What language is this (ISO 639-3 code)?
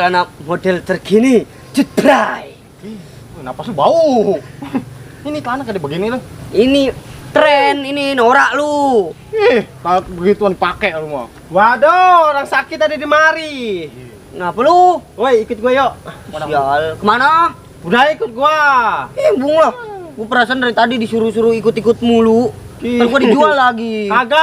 bew